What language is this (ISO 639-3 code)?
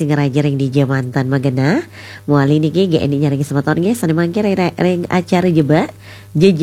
ban